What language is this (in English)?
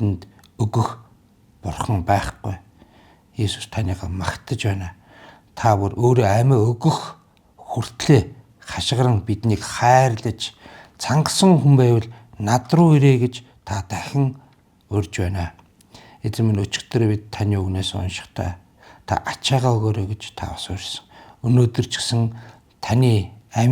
Mongolian